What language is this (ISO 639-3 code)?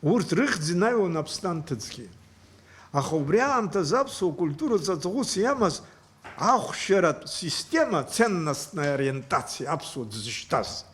abk